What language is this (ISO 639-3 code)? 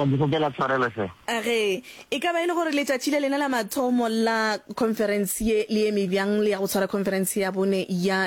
nso